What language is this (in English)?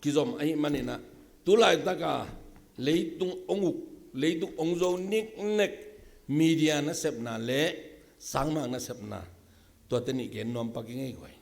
Tedim Chin